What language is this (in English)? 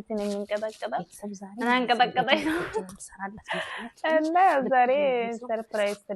Amharic